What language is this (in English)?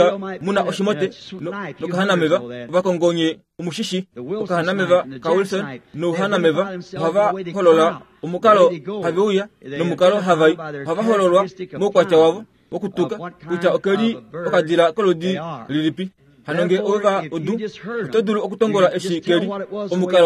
Kuanyama